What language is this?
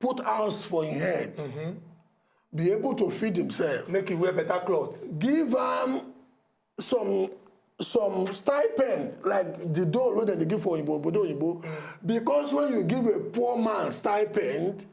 Nigerian Pidgin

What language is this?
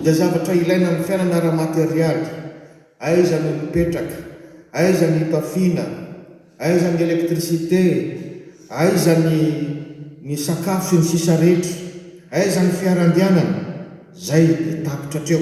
Malagasy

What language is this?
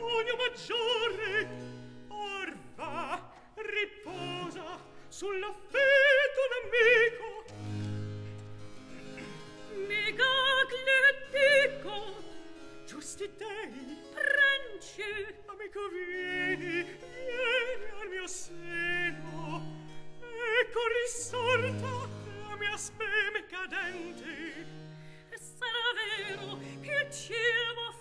Italian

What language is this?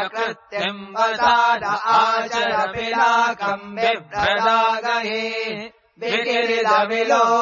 Sanskrit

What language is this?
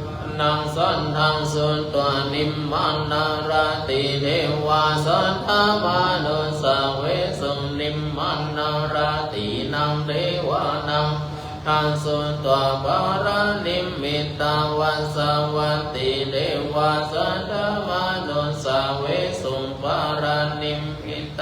Pali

